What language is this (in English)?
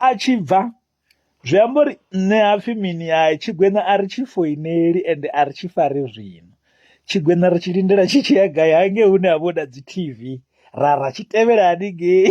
Venda